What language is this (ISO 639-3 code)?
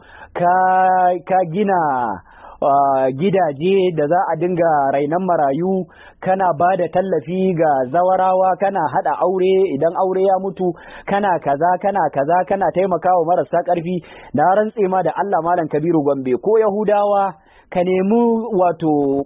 hau